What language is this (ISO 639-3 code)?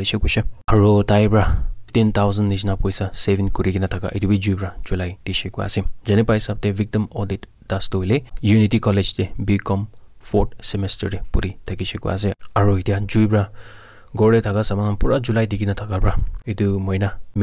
nag